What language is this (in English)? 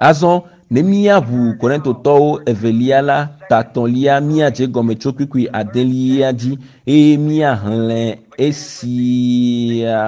Ewe